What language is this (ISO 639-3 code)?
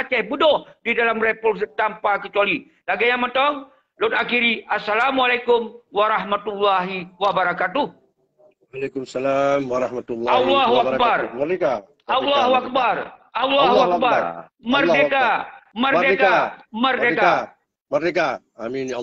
ace